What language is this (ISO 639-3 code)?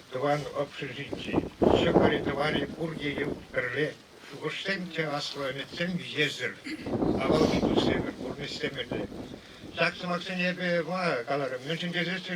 chv